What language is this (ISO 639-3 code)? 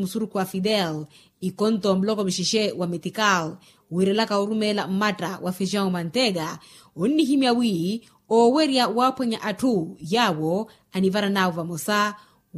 vmw